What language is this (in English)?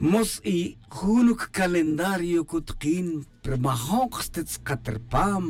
Tz'utujil